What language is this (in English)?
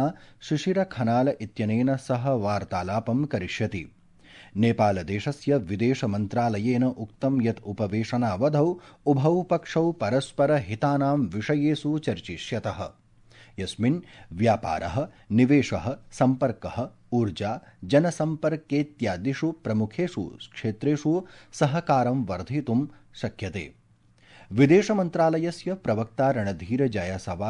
Sanskrit